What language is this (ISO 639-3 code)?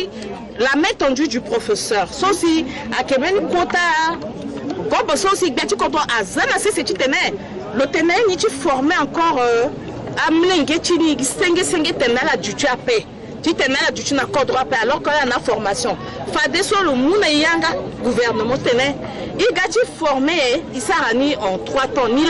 sag